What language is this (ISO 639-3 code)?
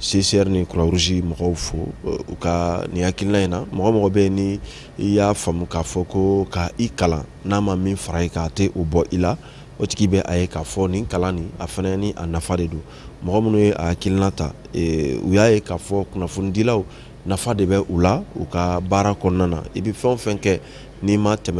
bam